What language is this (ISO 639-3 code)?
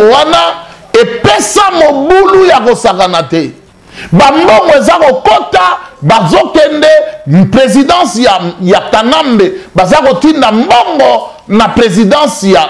lin